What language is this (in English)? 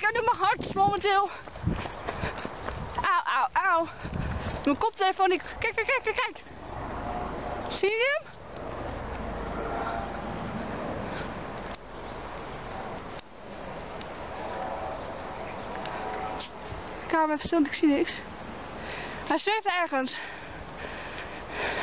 Dutch